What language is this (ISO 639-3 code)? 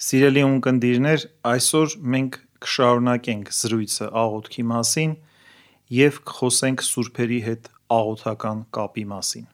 hye